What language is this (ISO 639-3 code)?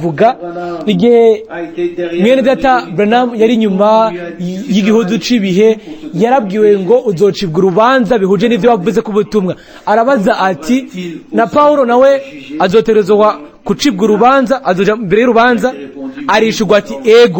run